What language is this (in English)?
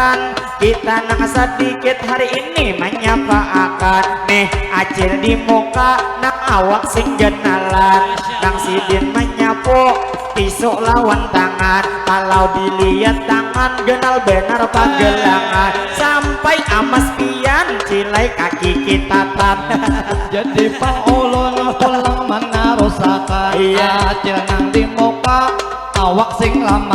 Banjar